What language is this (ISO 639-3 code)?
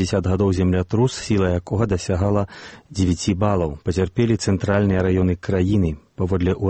bel